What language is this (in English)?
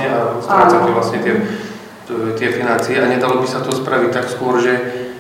Slovak